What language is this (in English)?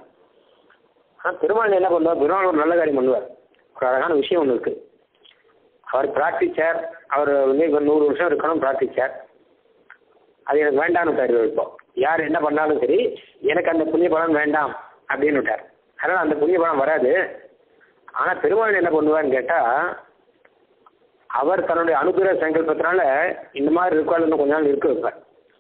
Tamil